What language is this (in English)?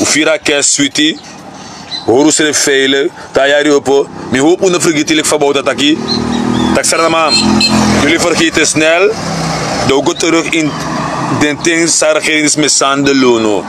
Sranan Tongo